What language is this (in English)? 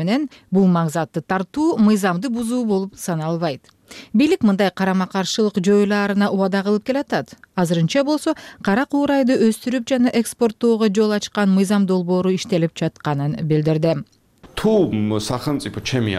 Kyrgyz